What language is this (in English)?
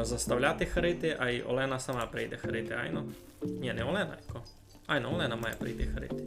Rusyn